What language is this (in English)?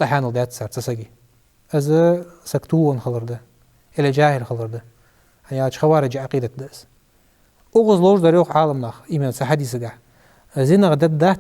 Ingush